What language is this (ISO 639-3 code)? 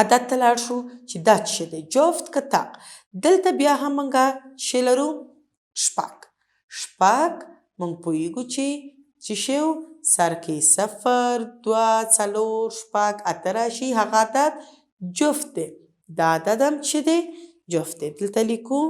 pus